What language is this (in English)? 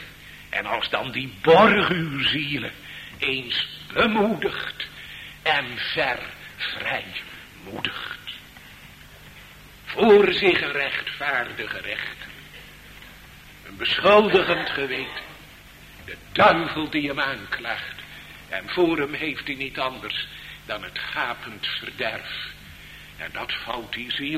Dutch